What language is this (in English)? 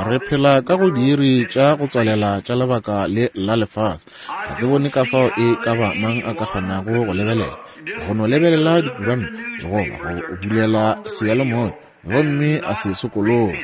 Northern Sotho